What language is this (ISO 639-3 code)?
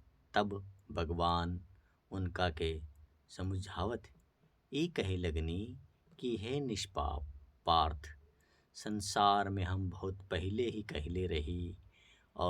bho